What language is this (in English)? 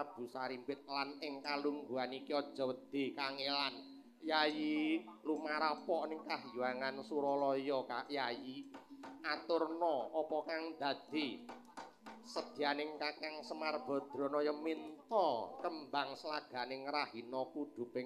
Javanese